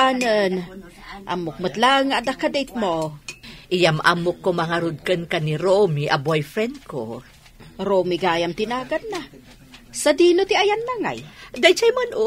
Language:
Iloko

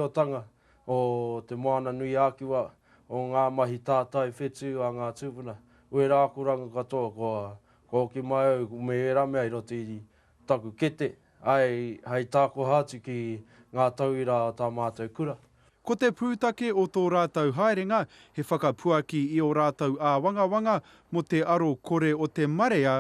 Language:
Māori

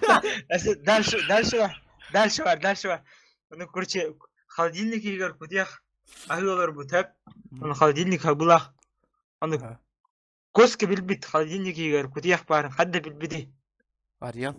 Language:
Yakut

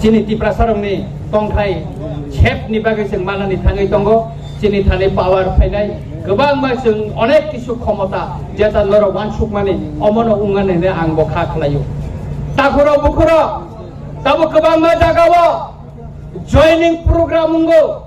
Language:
Kok Borok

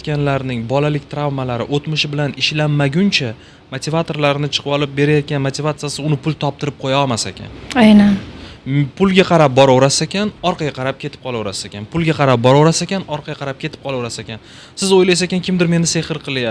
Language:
Uzbek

